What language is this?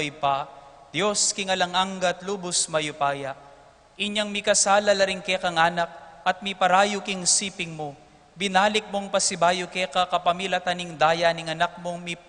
Pampanga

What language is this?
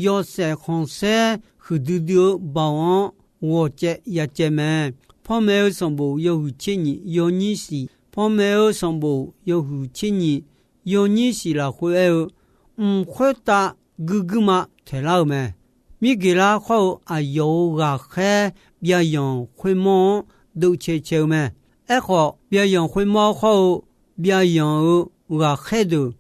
Akha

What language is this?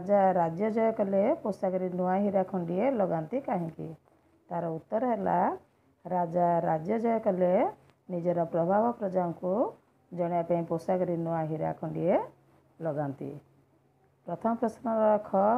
Odia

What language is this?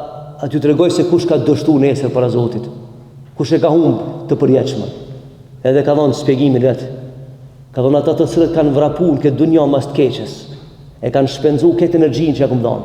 Albanian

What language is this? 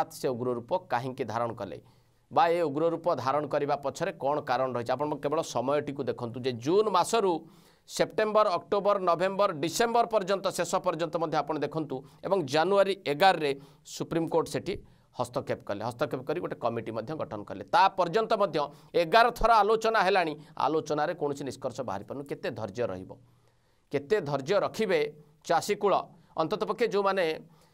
Odia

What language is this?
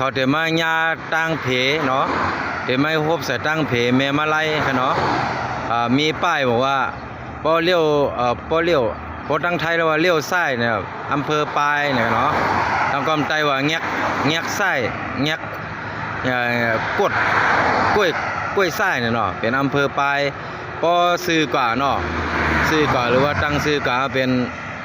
Shan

